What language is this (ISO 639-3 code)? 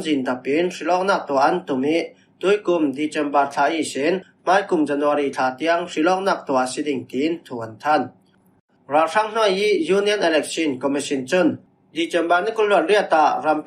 cfm